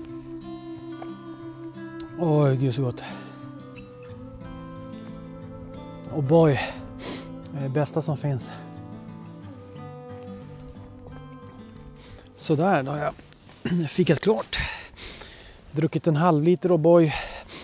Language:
Swedish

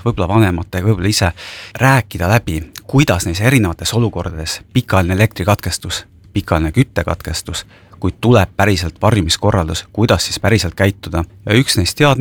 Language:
Estonian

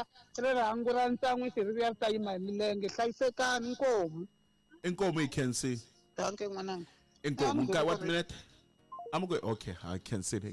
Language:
Tsonga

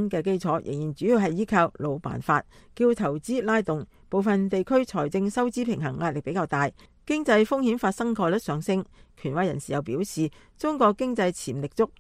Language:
Cantonese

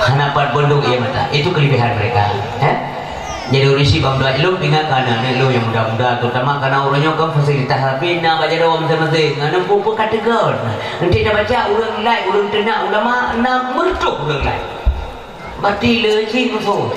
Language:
Achinese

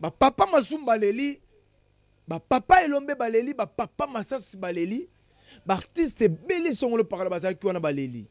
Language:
Lingala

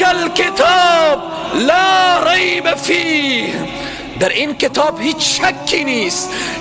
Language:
Tajik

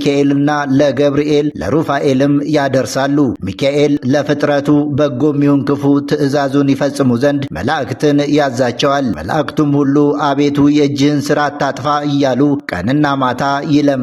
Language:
Amharic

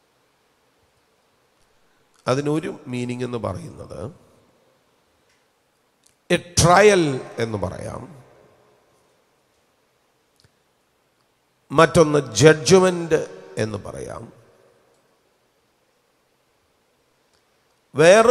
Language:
Malayalam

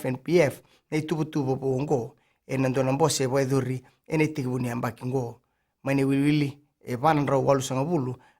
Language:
Fijian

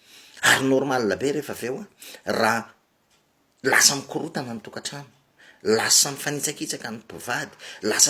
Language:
Malagasy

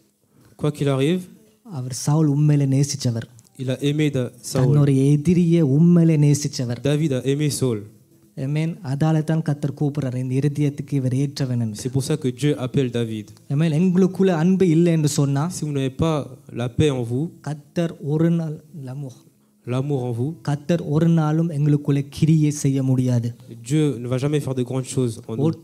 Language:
Tamil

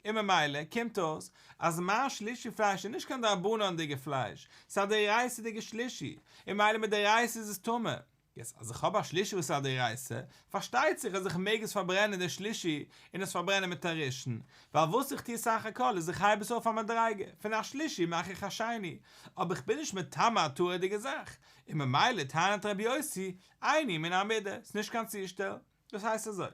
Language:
Yiddish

